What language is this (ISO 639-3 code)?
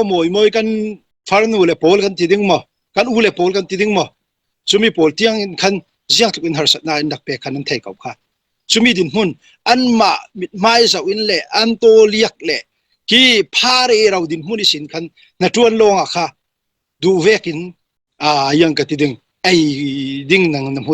cfm